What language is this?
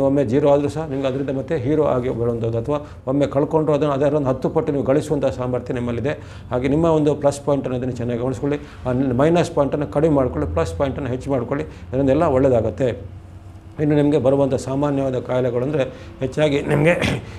Kannada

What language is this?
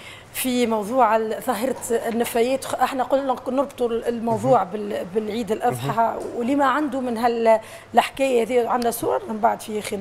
Tunisian Arabic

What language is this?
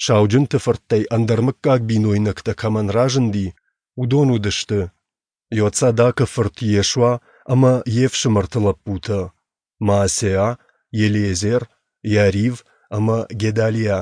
Ossetic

